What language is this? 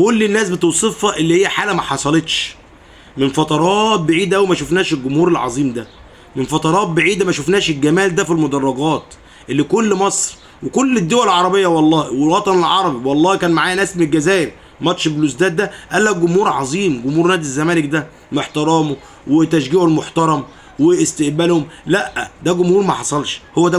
Egyptian Arabic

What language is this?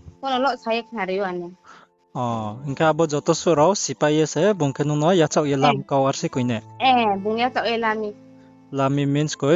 Riang (India)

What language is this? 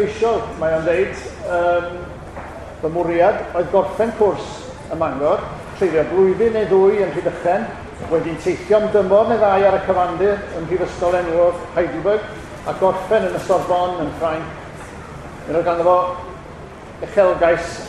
Welsh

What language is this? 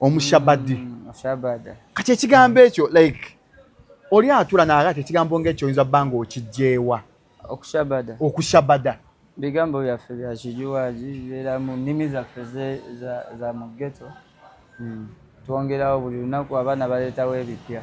Ganda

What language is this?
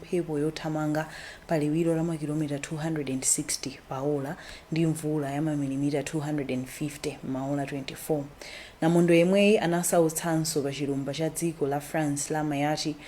Nyanja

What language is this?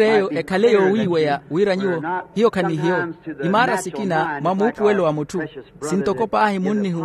Makhuwa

